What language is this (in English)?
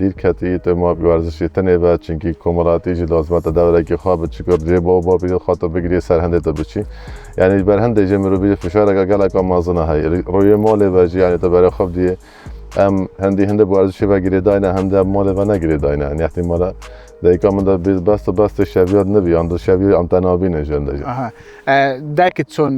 Kurdish